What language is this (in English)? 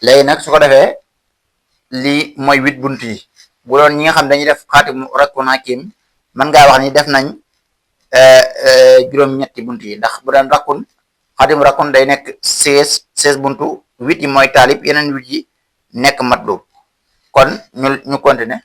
Wolof